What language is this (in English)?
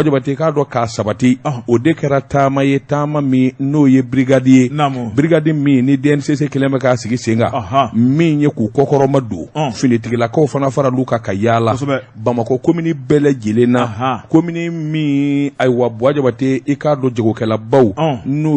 Bambara